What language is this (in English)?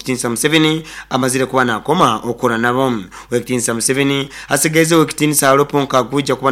Nyoro